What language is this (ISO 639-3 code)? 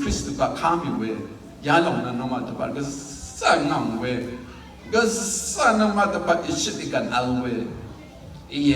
raw